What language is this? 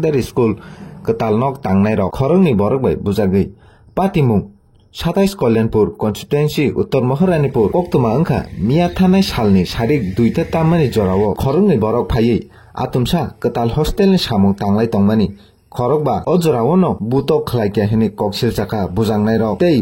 Kok Borok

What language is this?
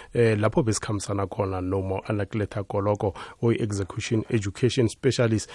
South Ndebele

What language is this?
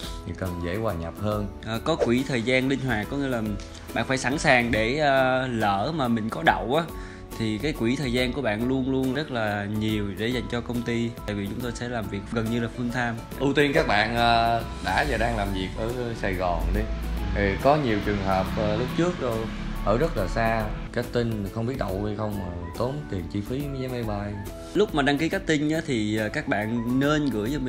Vietnamese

